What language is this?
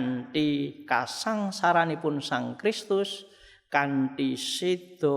Javanese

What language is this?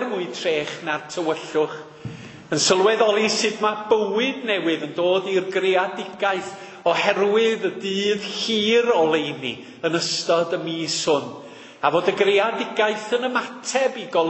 Welsh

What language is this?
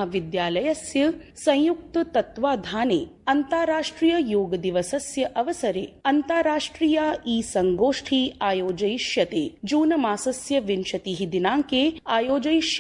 Sanskrit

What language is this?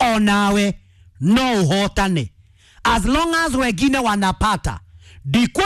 Kikuyu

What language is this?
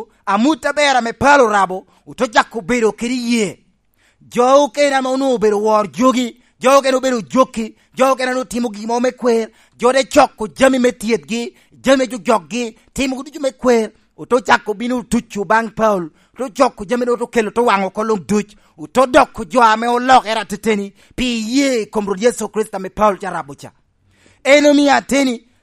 Lango (Uganda)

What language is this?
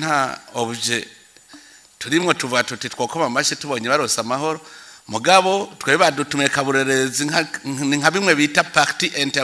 Rundi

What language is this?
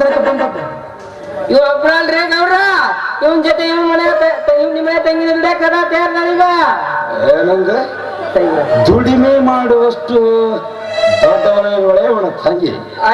Kannada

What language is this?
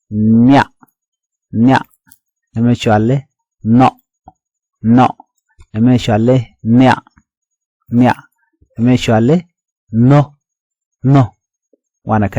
Nuer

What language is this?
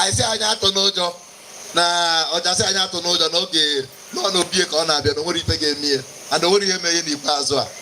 Igbo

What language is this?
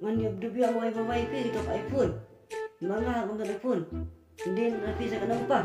Khasi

